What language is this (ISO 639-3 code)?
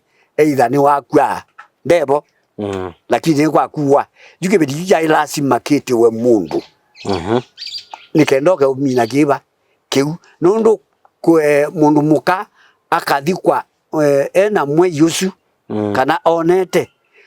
kam